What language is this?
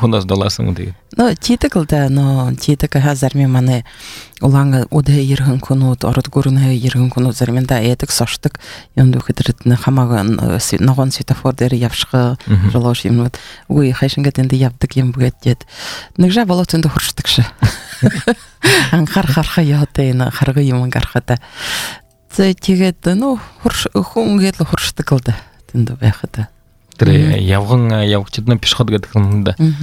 Buriat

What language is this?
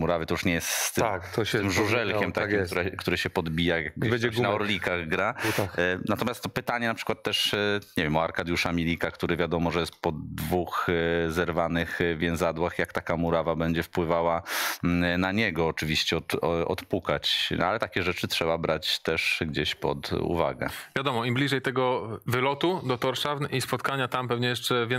Polish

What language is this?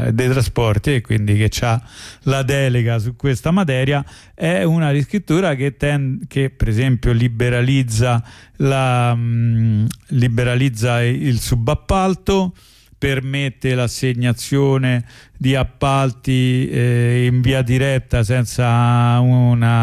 Italian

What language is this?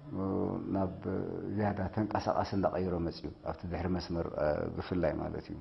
Tigrinya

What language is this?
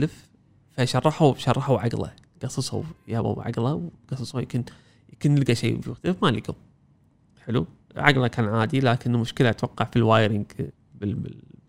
Gulf Arabic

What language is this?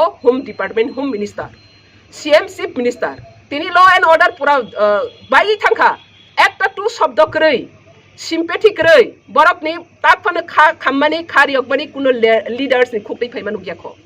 Kok Borok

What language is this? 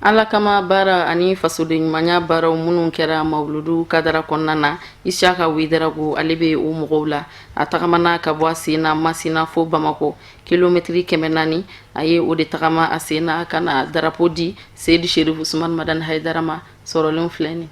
Bambara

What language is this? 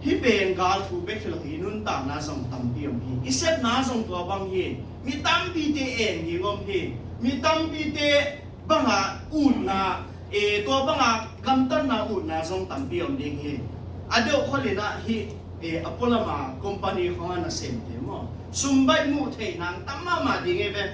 Tedim Chin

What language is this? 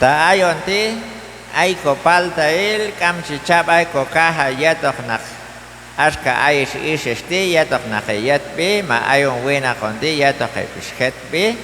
Q'anjob'al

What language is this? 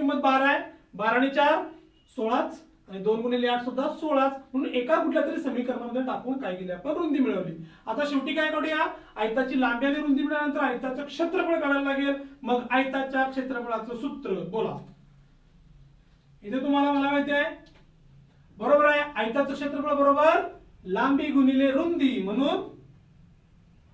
Marathi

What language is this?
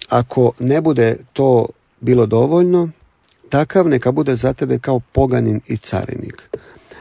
Croatian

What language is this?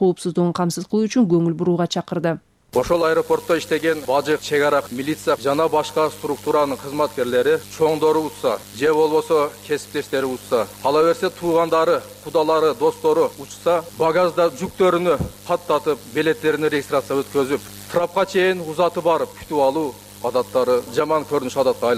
Kyrgyz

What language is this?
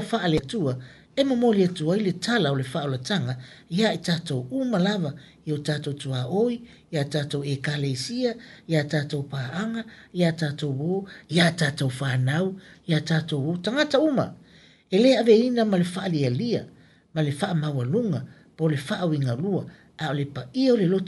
Samoan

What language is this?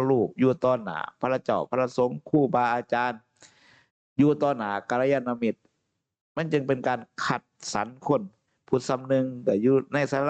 Northeastern Thai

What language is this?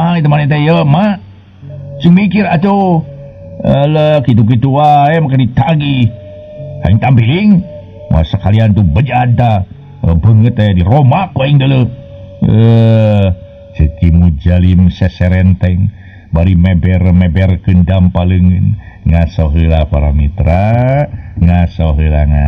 Sundanese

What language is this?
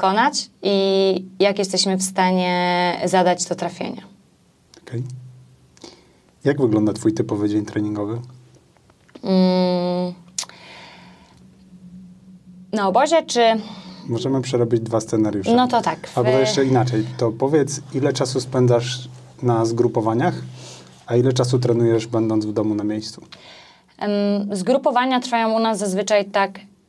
Polish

